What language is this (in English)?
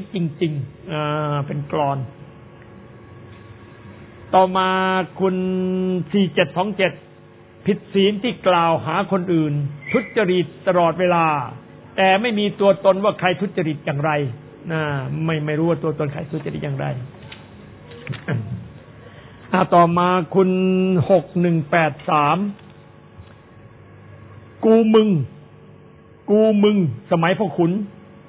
Thai